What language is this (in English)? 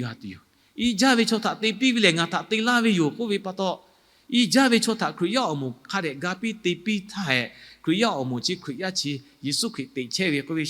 Lahu